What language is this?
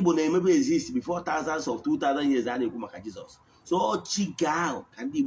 Igbo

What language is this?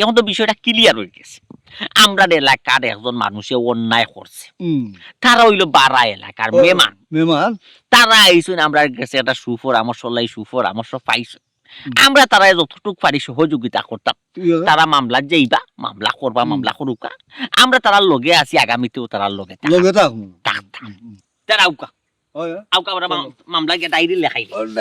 Sylheti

